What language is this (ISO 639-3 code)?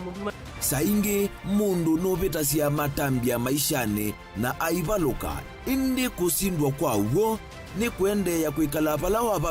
kam